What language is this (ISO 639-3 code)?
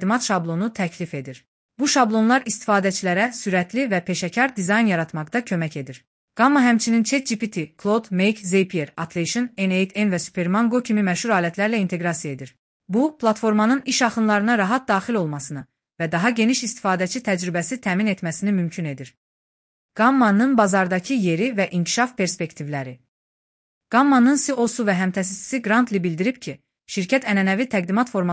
aze